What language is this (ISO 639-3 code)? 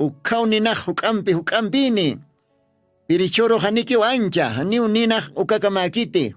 aym